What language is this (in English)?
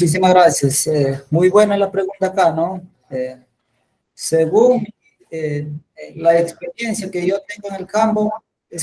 Spanish